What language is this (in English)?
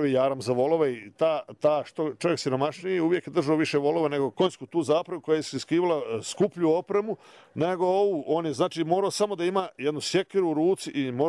Bosnian